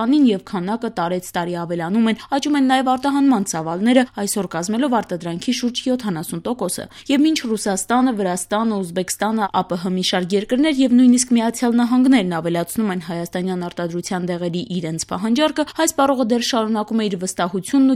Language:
Armenian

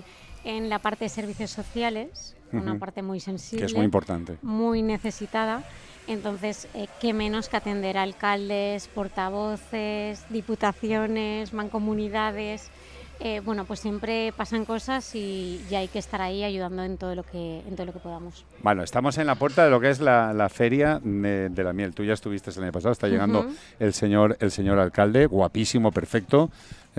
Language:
Spanish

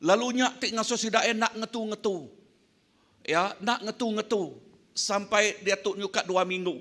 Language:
Iban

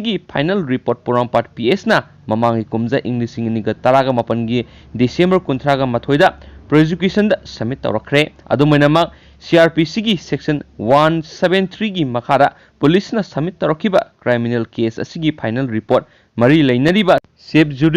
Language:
Manipuri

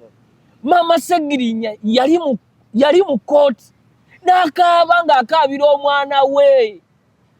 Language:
Ganda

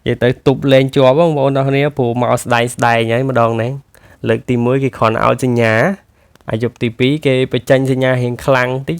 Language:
Khmer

